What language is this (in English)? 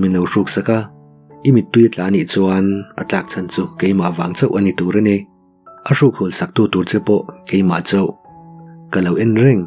Mizo